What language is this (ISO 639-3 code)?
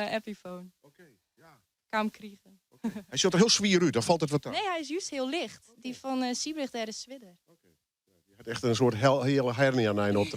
fry